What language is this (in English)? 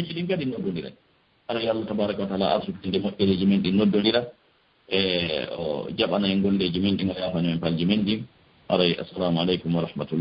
Fula